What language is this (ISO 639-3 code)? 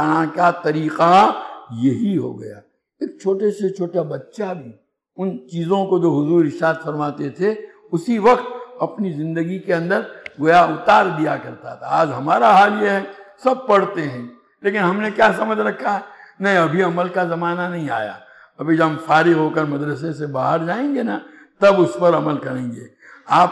urd